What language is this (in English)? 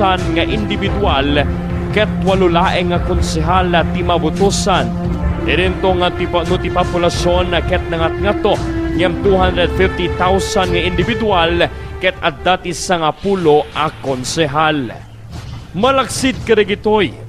Iloko